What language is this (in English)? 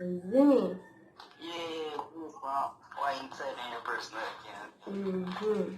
Jamaican Creole English